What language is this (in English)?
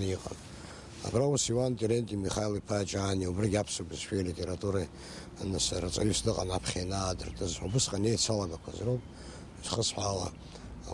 Abkhazian